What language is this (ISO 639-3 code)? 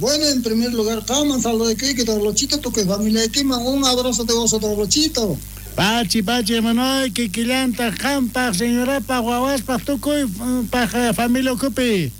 quh